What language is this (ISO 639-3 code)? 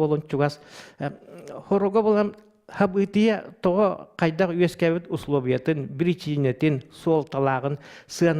sah